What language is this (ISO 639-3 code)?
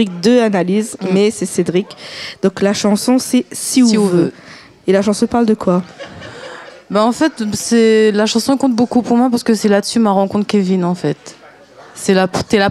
rcf